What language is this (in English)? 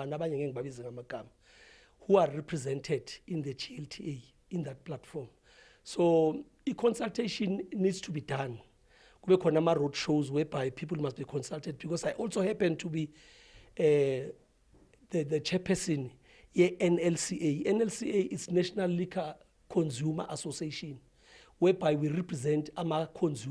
Zulu